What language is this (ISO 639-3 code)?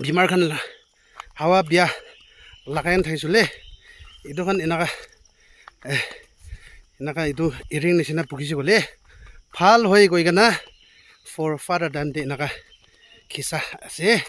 nag